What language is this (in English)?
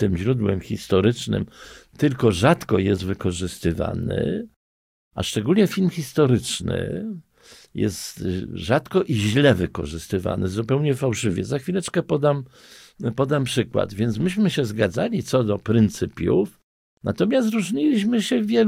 Polish